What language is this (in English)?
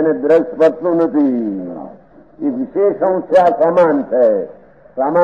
Gujarati